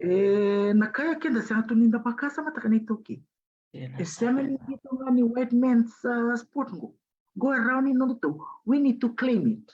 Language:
Fijian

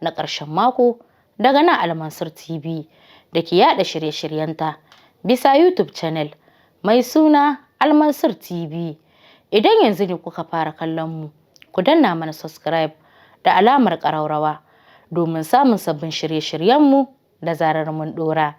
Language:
Hausa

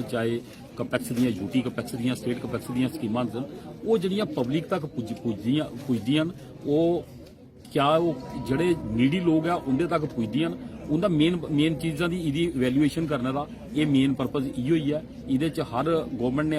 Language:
Dogri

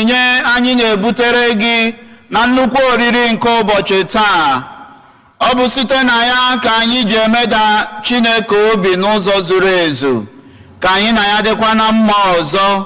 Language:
Igbo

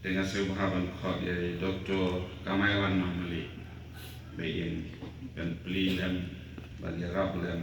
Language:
Khasi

